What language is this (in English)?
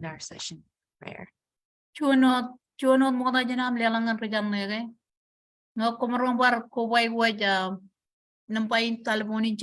Marshallese